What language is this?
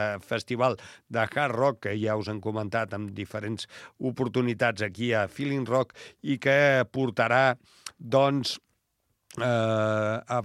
Catalan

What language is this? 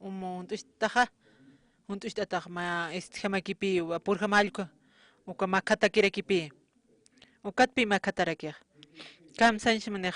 Aymara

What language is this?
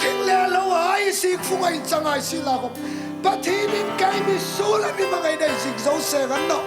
Hmar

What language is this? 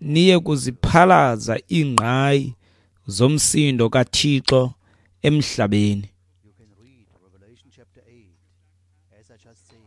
Xhosa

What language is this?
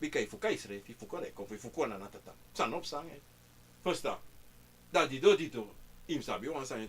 Sranan Tongo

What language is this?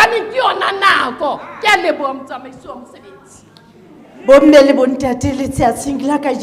Southern Sotho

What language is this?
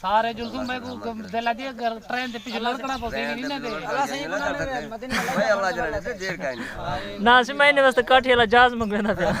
Saraiki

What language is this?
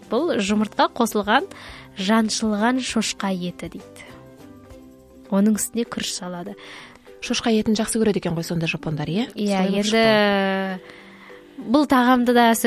Kazakh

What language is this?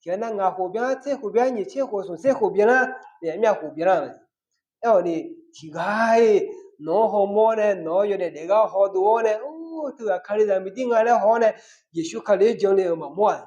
Akha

